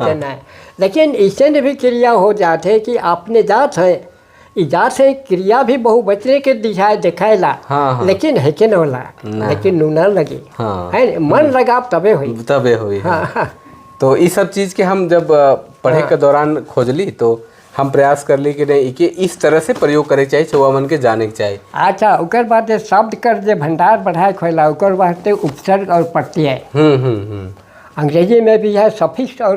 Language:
Sadri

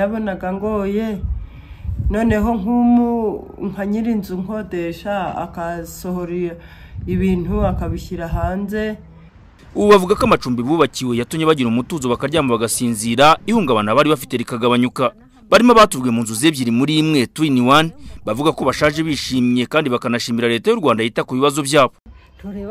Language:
Kinyarwanda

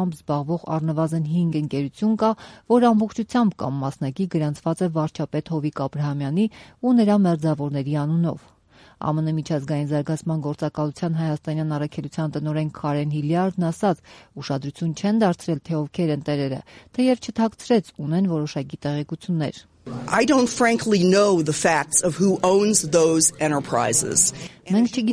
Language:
Armenian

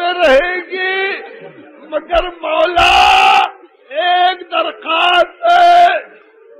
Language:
Urdu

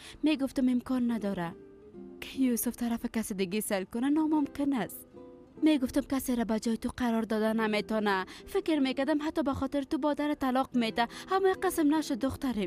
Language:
Persian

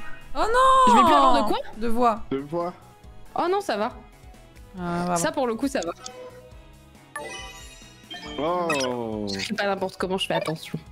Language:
French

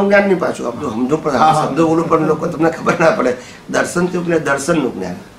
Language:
Gujarati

